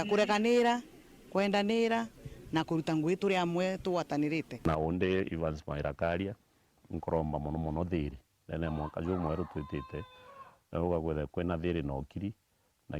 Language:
Meru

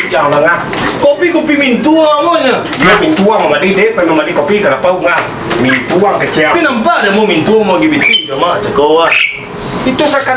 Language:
Minangkabau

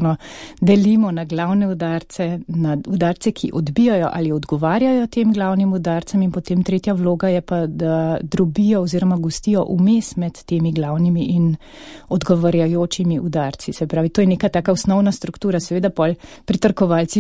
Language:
Slovenian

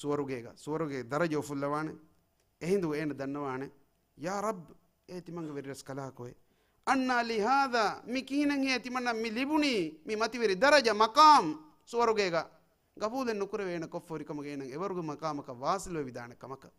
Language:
Divehi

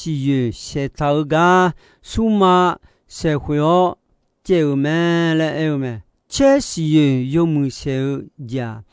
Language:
Akha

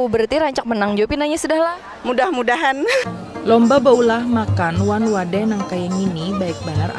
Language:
Banjar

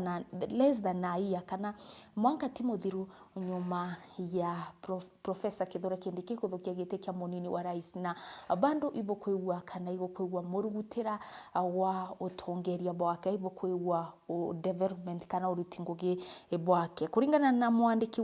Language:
Meru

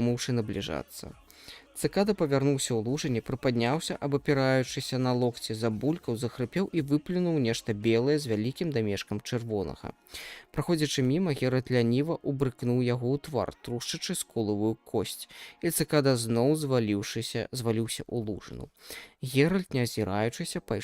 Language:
Belarusian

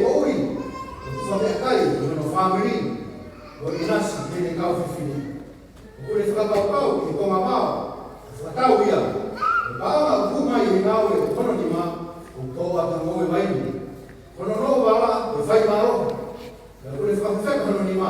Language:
Tongan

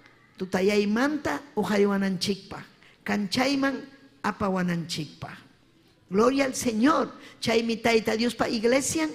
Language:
Ayacucho Quechua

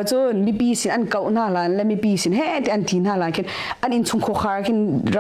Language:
Hakha Chin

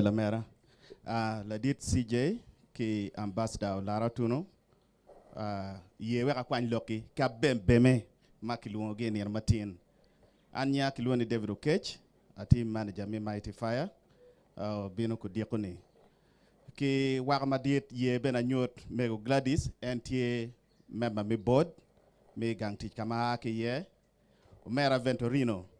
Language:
Acoli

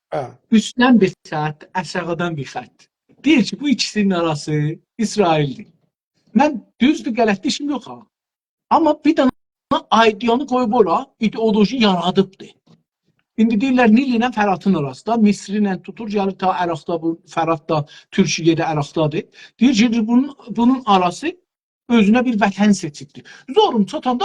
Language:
South Azerbaijani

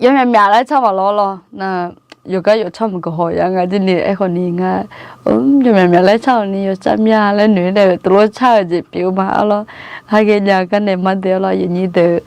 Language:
Akha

